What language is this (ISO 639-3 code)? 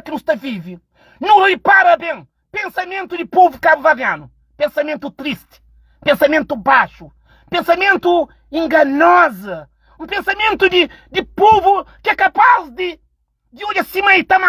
kea